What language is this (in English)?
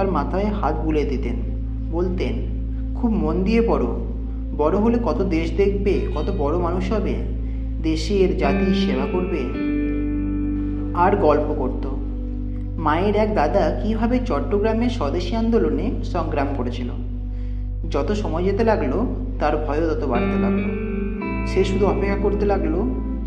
Bangla